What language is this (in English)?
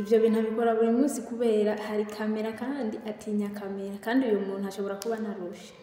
Rundi